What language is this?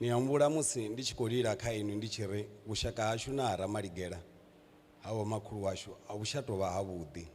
Venda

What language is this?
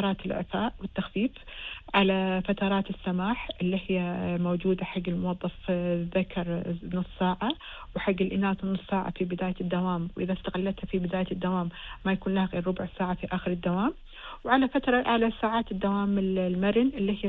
Gulf Arabic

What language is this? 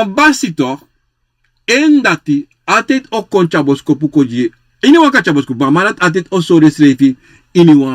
Sranan Tongo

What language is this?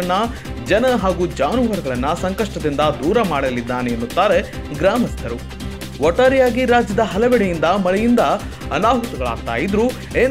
Kannada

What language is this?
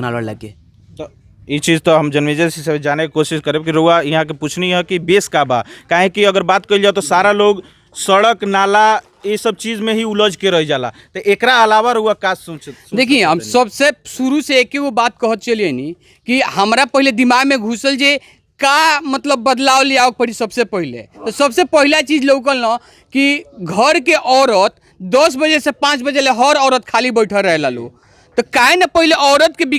Bhojpuri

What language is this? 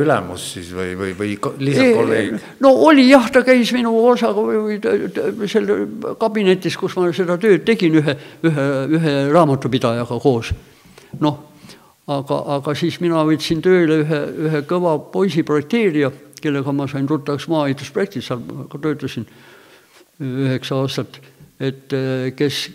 Estonian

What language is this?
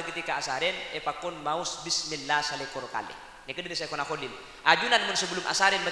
Madurese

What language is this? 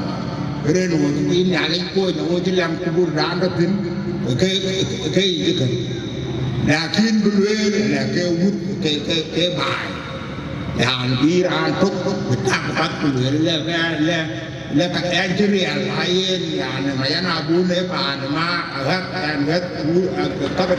Dinka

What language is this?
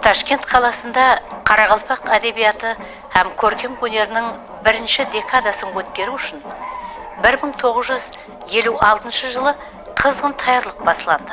Kara-Kalpak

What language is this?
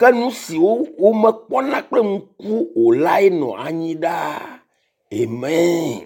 Ewe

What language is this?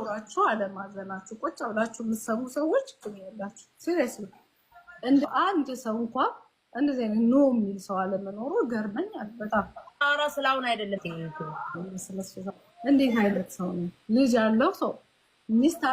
Amharic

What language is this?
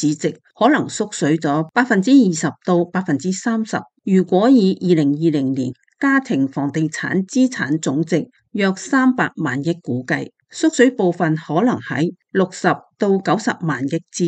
Cantonese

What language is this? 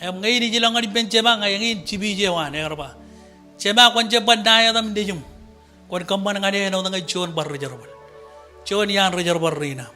Marshallese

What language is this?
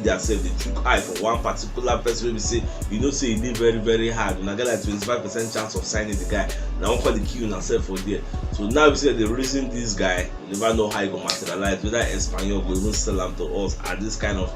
Nigerian Pidgin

